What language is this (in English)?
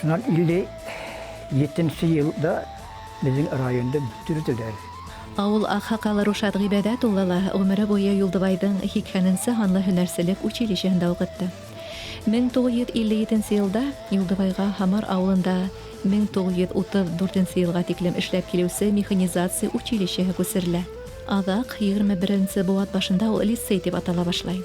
Bashkir